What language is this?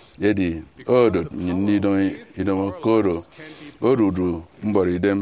Efik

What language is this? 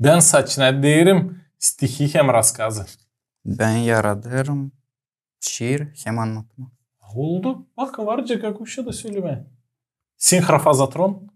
Gagauz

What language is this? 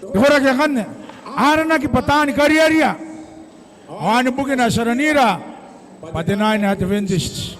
Gilbertese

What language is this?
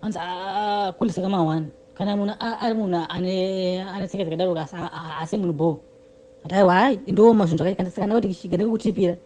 Shona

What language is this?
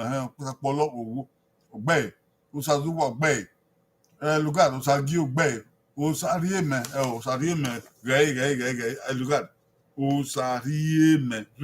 Bini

